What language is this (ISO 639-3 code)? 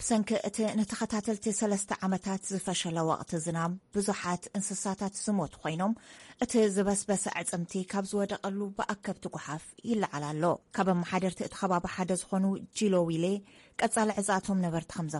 tir